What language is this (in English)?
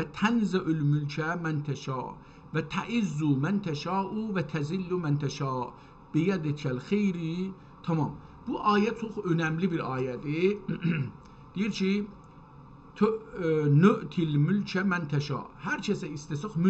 South Azerbaijani